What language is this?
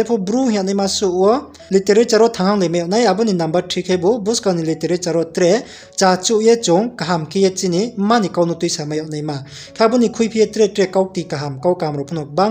Riang (India)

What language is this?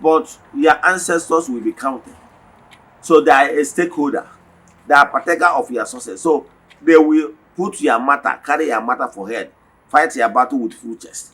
Igbo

